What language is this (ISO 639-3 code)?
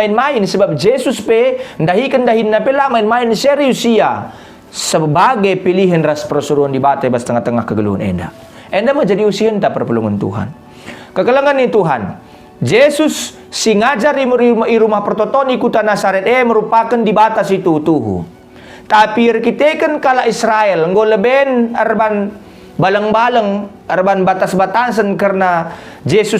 btx